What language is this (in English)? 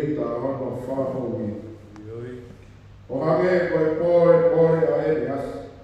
Tongan